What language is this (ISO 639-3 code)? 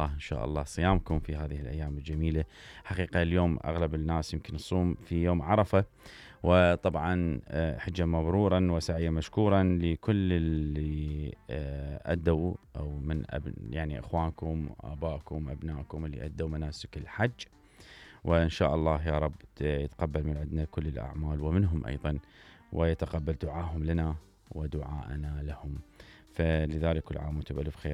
acm